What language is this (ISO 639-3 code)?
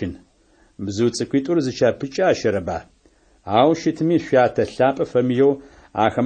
ady